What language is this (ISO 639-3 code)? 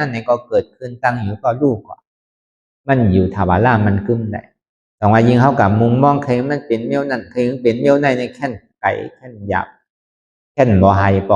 shn